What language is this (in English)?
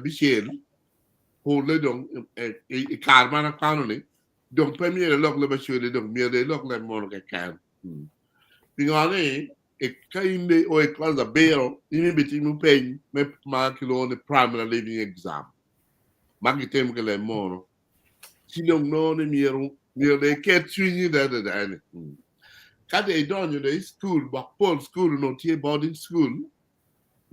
Acoli